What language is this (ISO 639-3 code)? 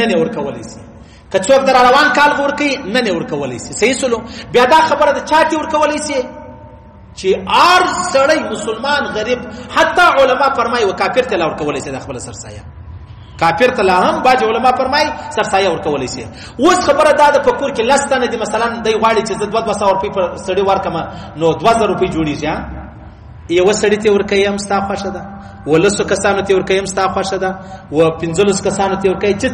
pus